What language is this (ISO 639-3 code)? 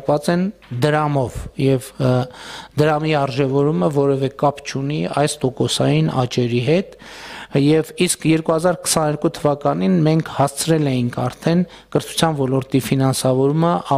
hye